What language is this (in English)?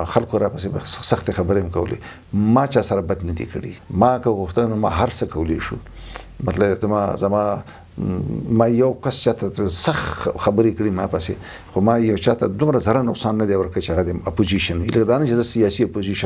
Pashto